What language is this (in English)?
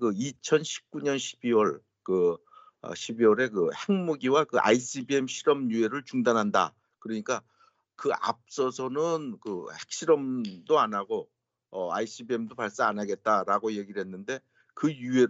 Korean